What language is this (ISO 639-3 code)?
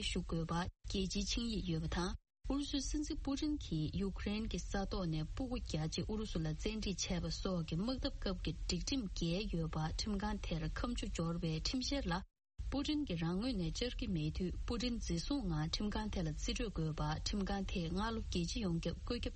bod